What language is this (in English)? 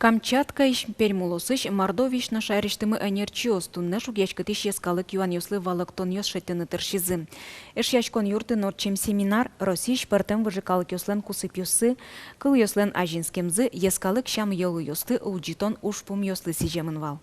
Udmurt